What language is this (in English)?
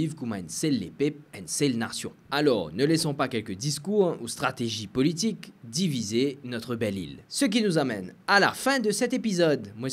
Morisyen